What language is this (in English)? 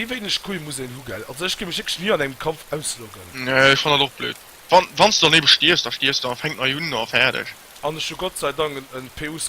Luxembourgish